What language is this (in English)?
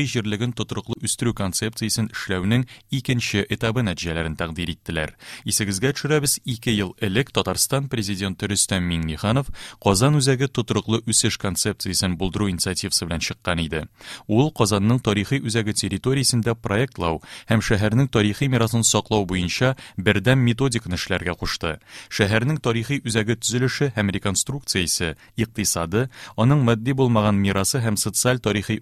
Tatar